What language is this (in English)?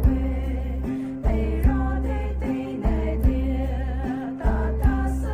Poumei Naga